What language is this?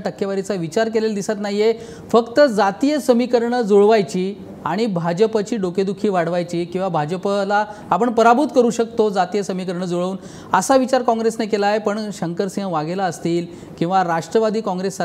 Marathi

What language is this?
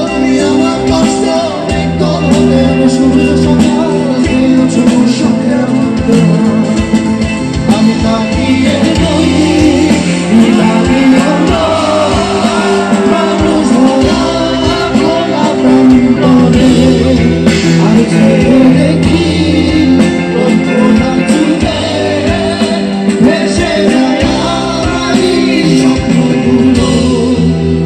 Bangla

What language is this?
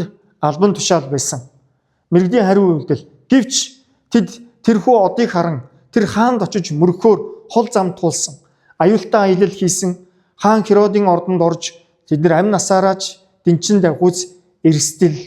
Mongolian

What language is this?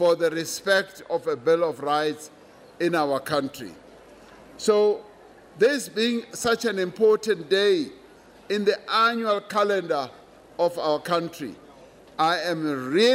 English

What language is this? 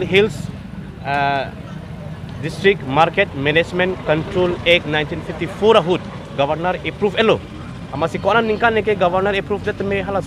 Karbi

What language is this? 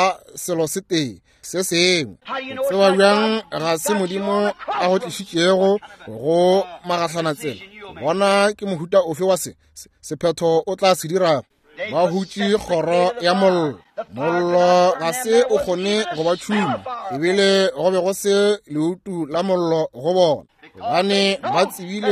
Northern Sotho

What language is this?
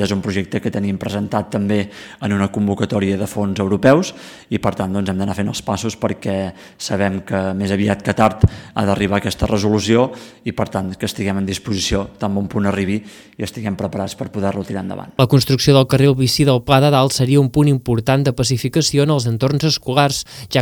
Catalan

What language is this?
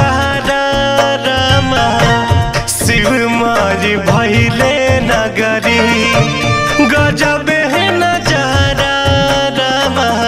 Bhojpuri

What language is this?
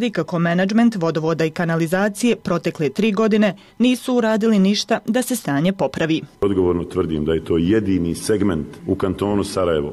Bosnian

